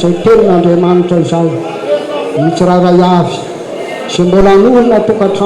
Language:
Malagasy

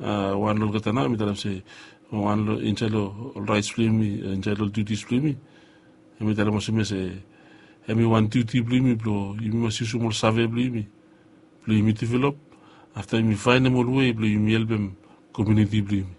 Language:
Bislama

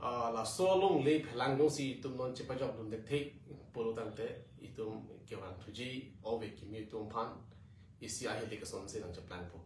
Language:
Karbi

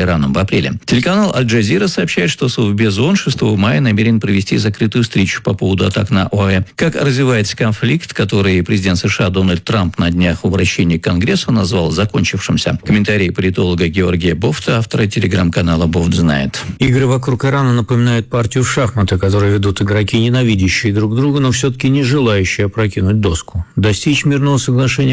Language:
Russian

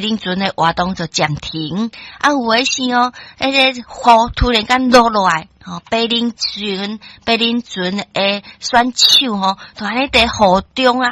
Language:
Min Nan Chinese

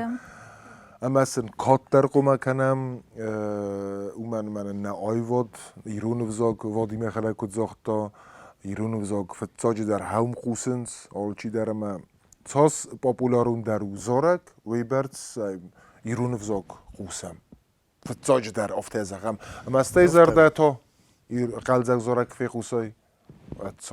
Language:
Ossetic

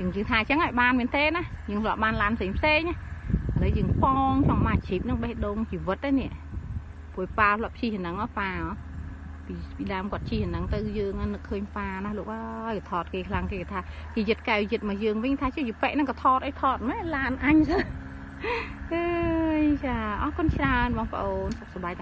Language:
Khmer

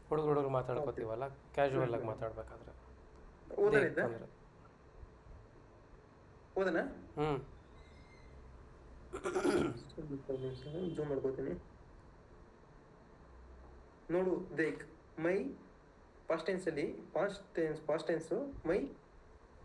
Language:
Kannada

